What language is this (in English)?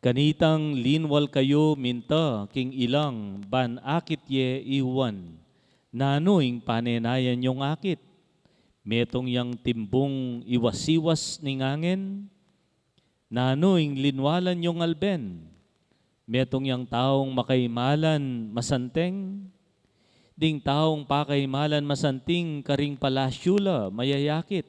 Pampanga